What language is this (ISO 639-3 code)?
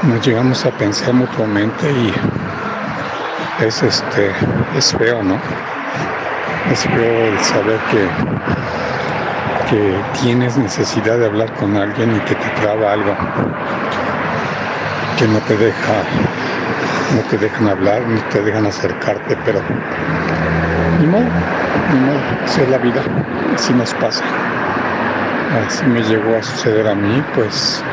spa